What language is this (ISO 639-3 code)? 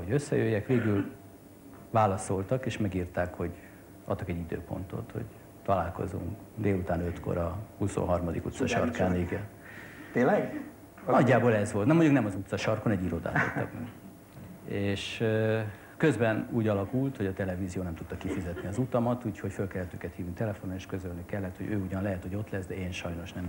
hun